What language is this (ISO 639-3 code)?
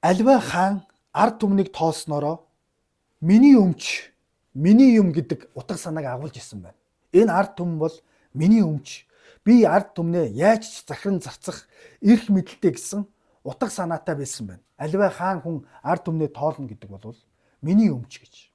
mon